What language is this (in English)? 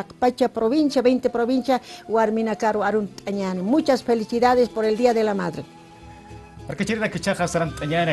Aymara